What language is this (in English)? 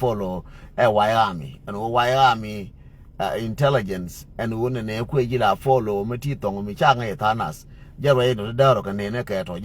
Nuer